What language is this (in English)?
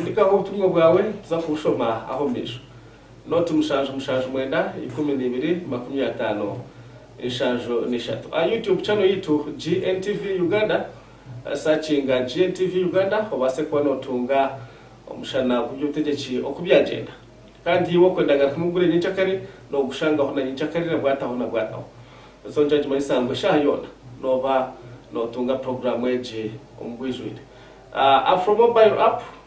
Nyankole